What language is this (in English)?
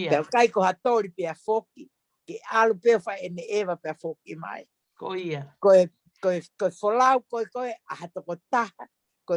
Tongan